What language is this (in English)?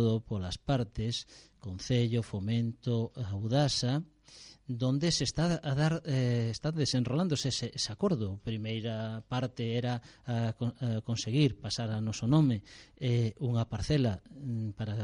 Galician